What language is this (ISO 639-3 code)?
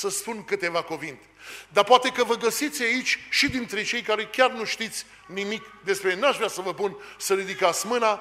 ron